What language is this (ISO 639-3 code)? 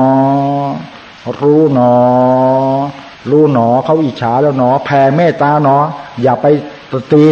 tha